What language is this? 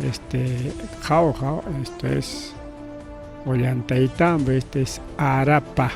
Ayacucho Quechua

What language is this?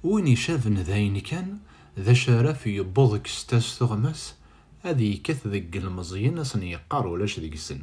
Kabyle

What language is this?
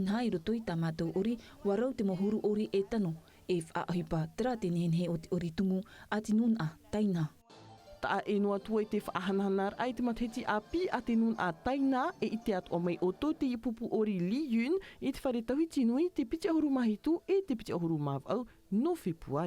Tahitian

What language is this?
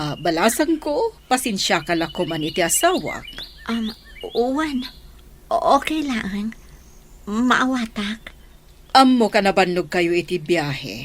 Iloko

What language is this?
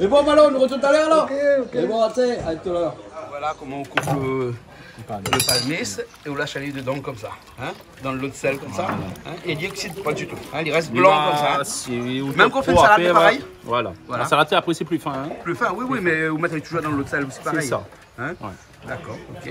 Réunion Creole French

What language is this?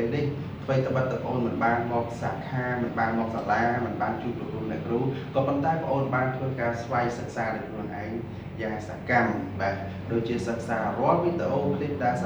Khmer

